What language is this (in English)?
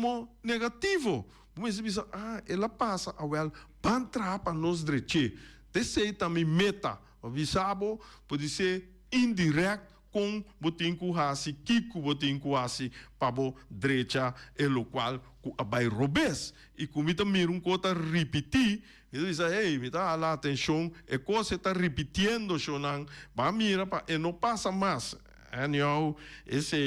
Papiamento